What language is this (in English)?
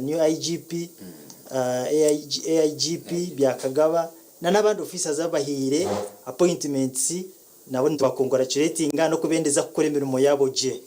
Nyankole